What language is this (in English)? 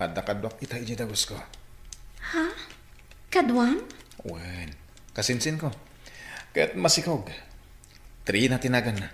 Iloko